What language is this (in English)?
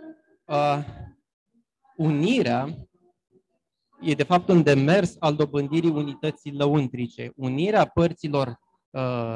Romanian